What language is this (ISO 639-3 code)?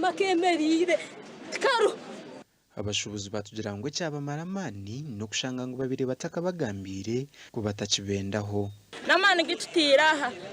nyn